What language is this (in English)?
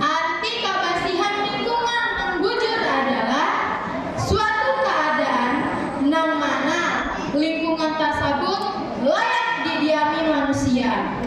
Banjar